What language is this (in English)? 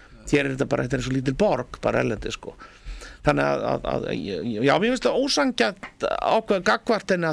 Icelandic